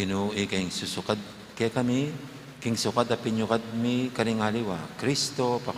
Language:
Pampanga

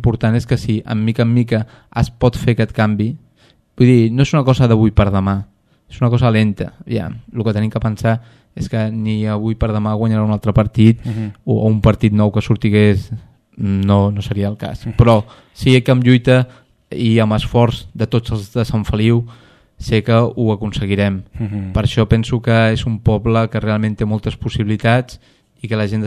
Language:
Catalan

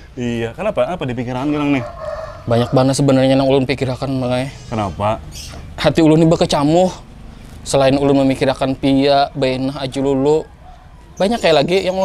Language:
Banjar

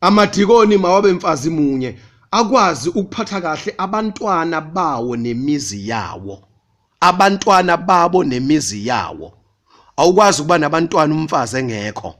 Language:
Zulu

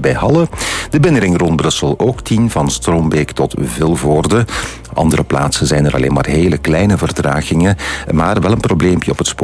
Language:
Dutch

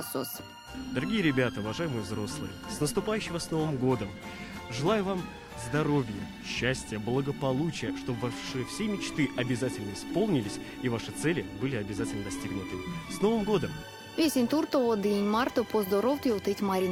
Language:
Erzya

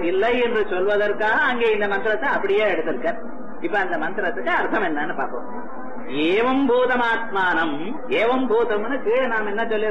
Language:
Tamil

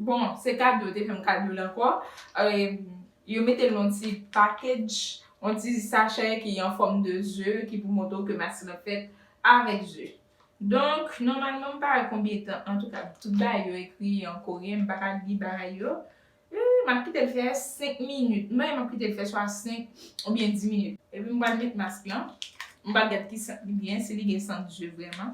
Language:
Haitian Creole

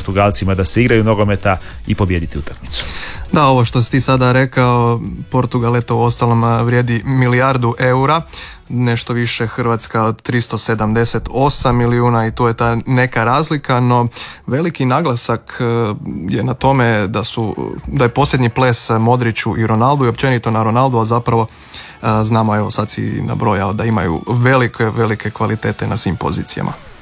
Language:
Croatian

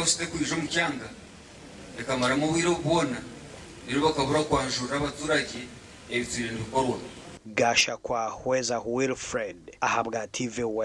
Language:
Nyankole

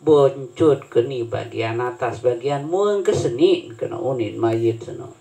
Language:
Sasak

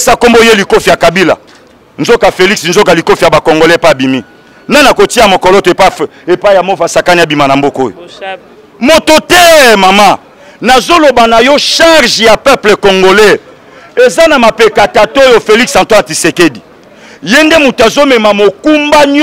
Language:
Lingala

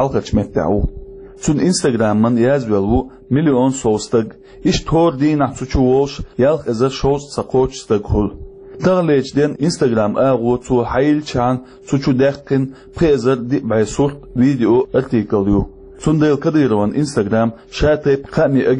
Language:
Chechen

